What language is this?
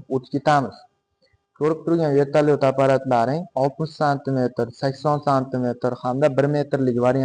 Uzbek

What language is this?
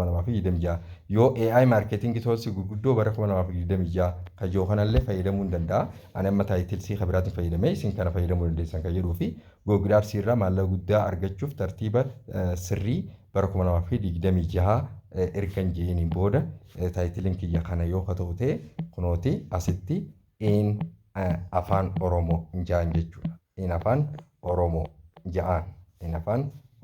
Oromo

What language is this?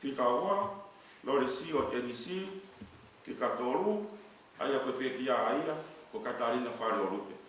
Tongan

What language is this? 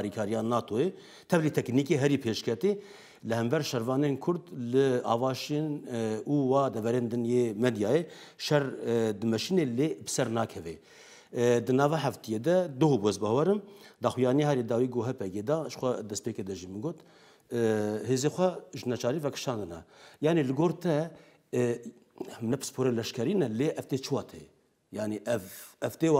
Kurdish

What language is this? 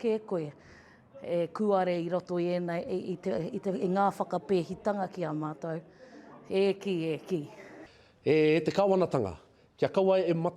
Māori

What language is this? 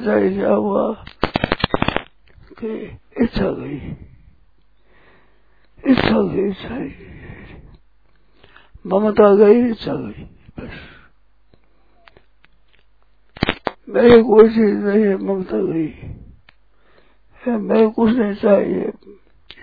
Hindi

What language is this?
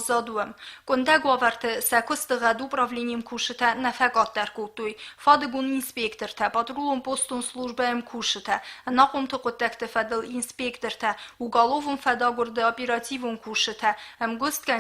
Ossetic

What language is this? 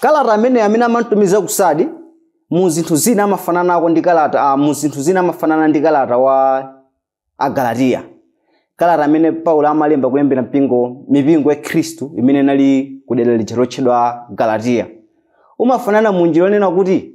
Nyanja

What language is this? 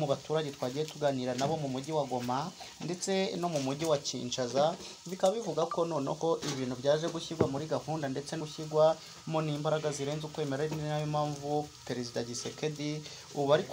Kinyarwanda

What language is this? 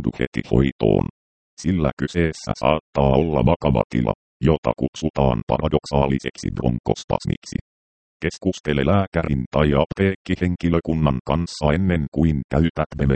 Finnish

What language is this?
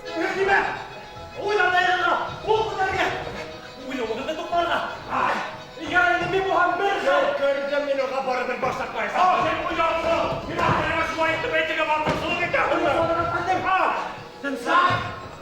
Bashkir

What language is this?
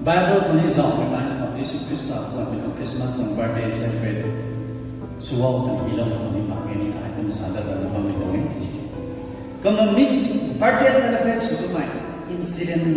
Rongmei Naga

